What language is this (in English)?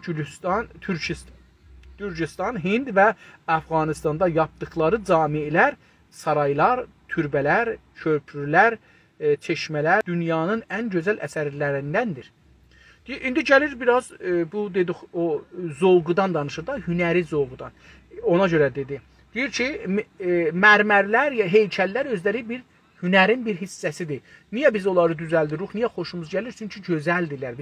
South Azerbaijani